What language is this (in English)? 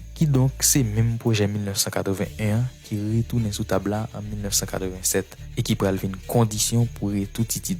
Haitian Creole